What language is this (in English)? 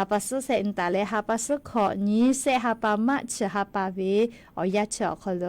Lahu